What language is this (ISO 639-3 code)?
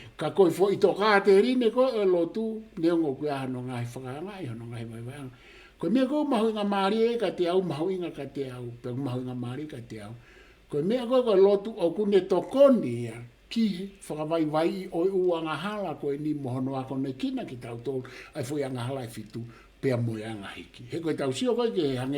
ton